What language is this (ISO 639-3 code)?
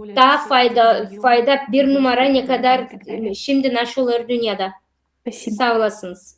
gag